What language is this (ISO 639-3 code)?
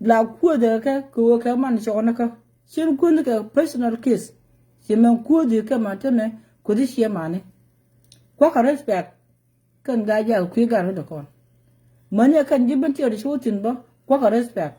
nus